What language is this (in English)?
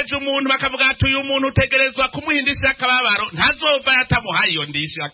Rundi